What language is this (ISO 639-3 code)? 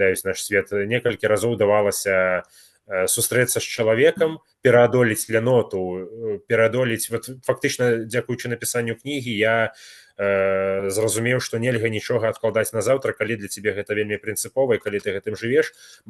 bel